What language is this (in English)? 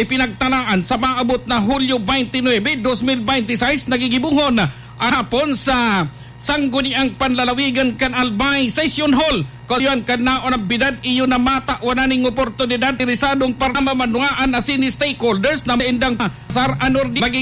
Bikol